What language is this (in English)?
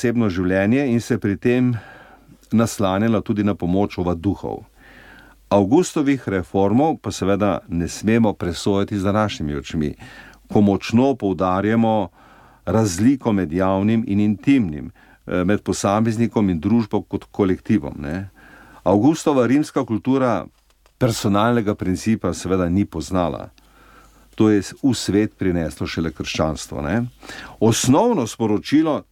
Slovenian